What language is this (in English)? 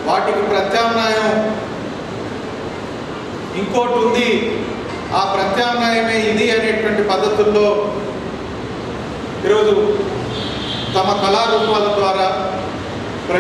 Telugu